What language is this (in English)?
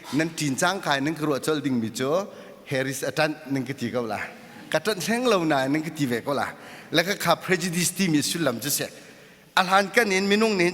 Hakha Chin